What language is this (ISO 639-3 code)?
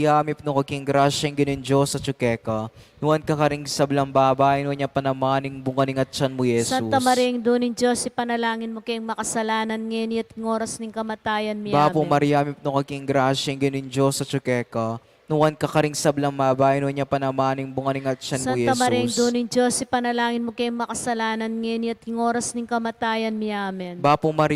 pam